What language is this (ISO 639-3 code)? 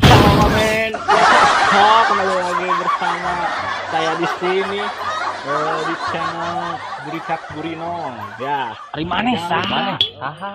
sun